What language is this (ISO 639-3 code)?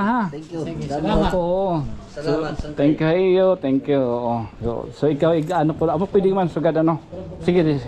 war